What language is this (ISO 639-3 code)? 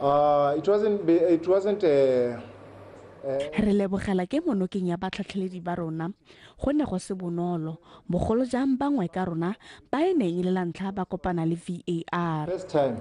tsn